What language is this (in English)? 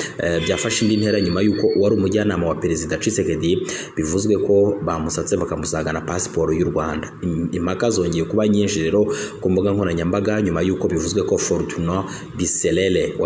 Kinyarwanda